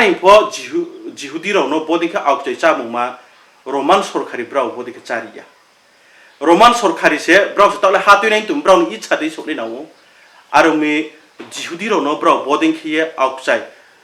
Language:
Riang (India)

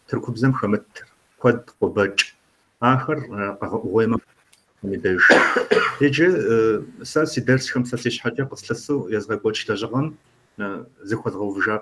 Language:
Kabardian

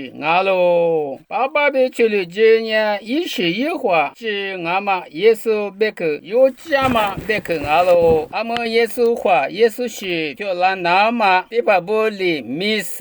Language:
Lisu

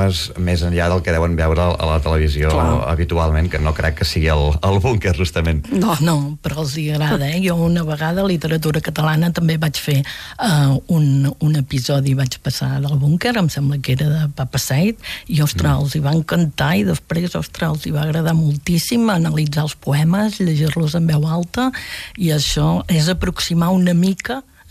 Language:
Catalan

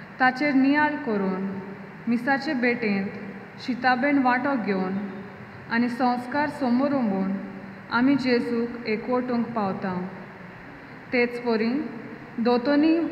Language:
Konkani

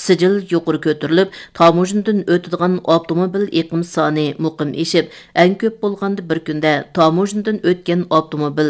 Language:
Uyghur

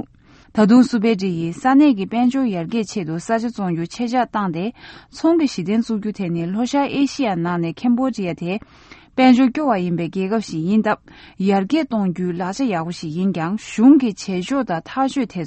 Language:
Tibetan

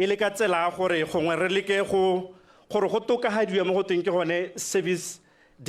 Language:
Tswana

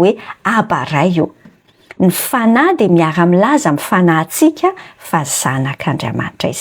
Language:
Malagasy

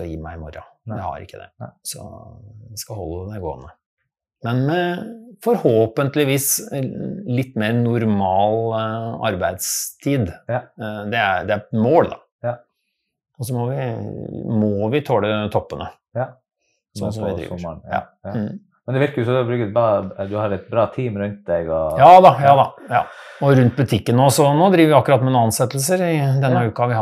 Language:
Norwegian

